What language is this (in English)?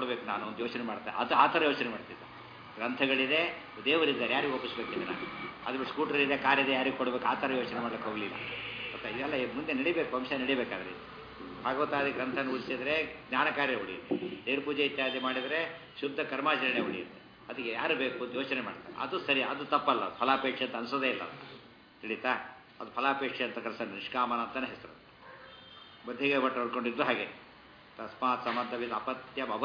Kannada